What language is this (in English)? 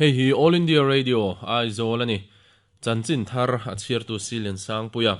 Mizo